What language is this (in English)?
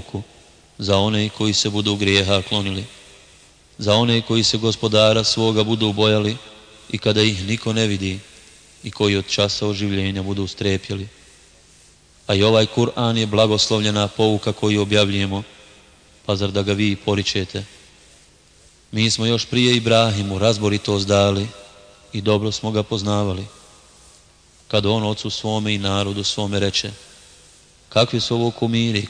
Bosnian